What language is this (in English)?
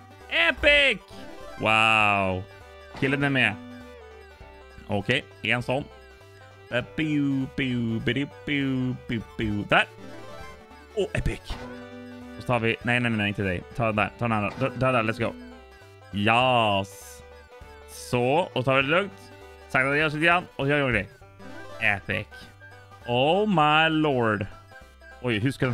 Swedish